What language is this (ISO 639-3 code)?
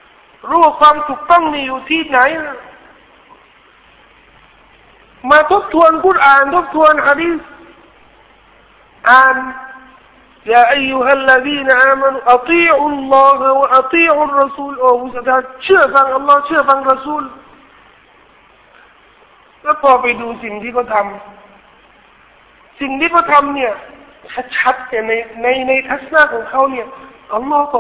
tha